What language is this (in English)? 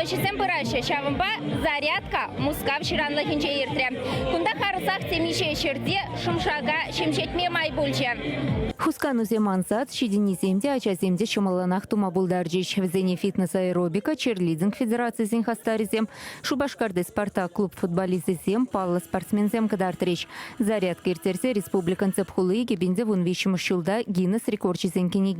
Chuvash